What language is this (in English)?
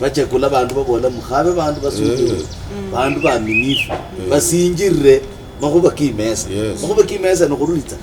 Luyia